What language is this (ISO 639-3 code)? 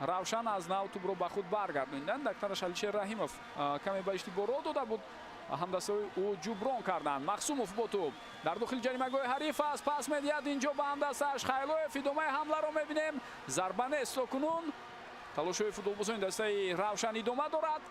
tgk